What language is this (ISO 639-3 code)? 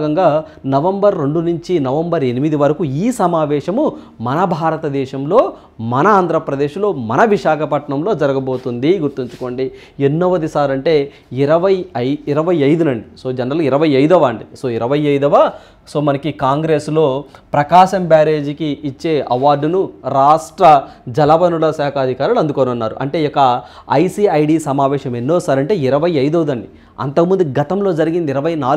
tel